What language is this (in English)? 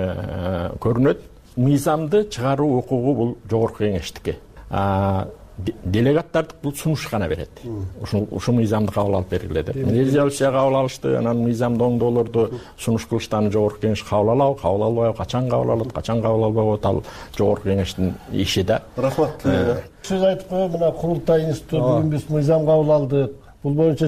Kyrgyz